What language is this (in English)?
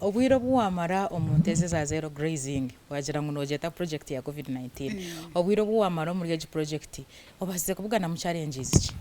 Nyankole